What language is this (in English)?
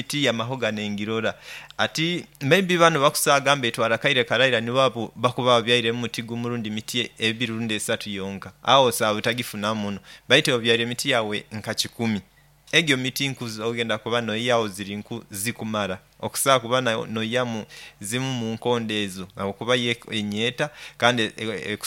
Nyoro